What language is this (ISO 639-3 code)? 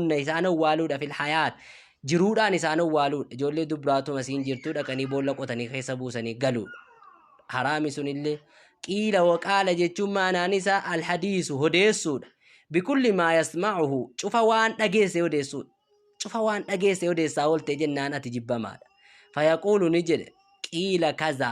orm